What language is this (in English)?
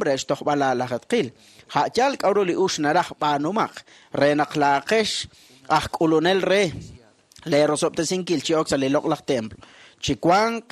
Kekchí